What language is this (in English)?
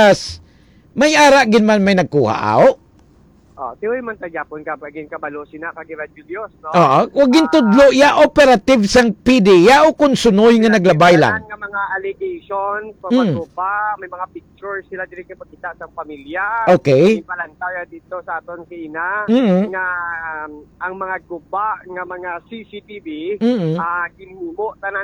Hiligaynon